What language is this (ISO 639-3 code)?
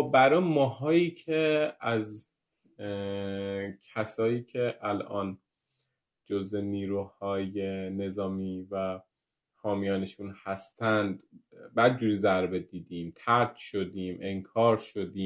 fas